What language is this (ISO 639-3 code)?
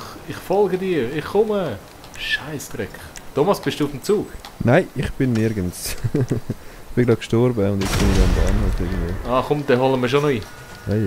gsw